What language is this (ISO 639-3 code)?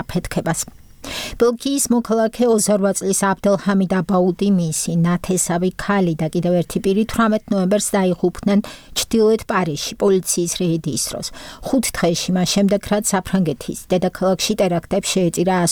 kat